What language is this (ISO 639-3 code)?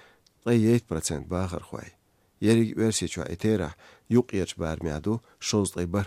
che